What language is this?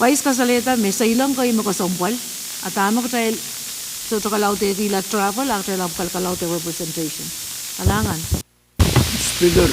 Pohnpeian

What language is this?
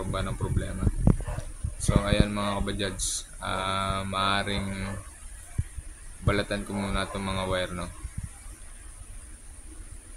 Filipino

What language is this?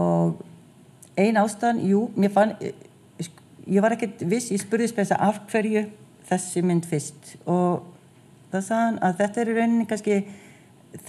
Icelandic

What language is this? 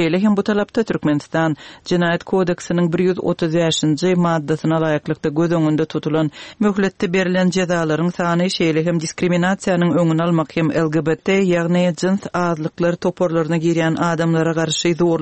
Turkmen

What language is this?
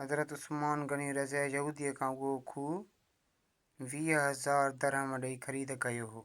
Sindhi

